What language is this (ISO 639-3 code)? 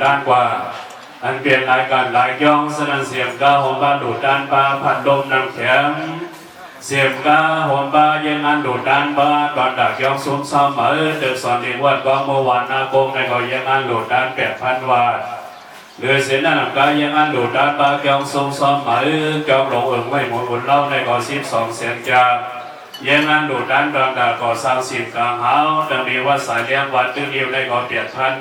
shn